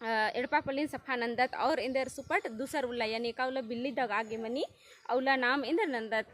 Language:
Kurukh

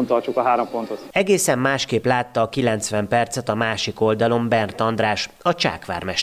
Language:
Hungarian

